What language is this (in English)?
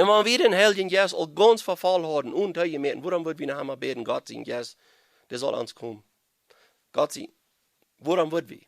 Plautdietsch